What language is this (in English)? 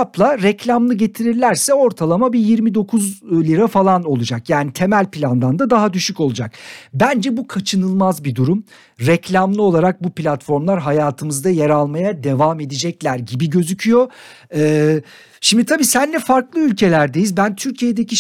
Turkish